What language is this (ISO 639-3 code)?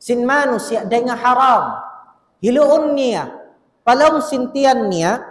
tsg